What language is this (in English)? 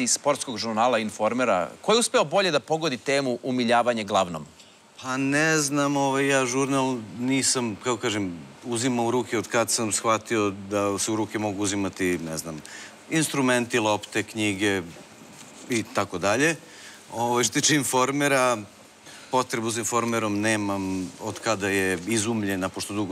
Serbian